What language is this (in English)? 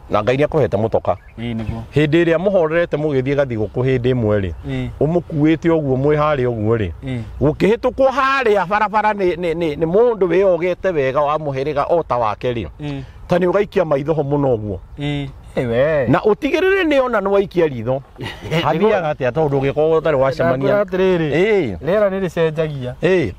Kikuyu